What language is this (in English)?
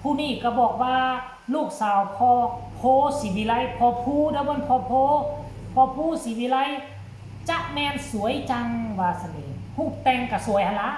Northeastern Thai